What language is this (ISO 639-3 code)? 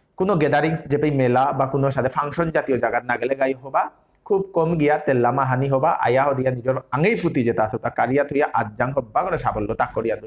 bpy